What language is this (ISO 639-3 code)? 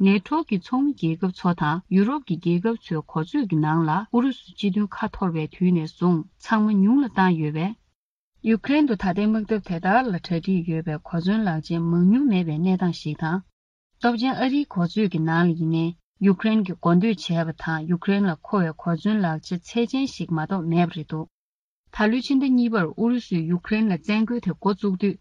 bod